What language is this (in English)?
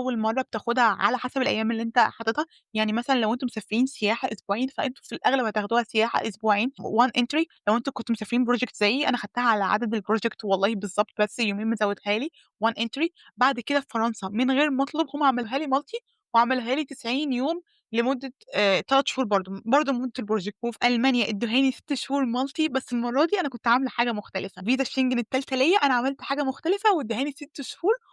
Egyptian Arabic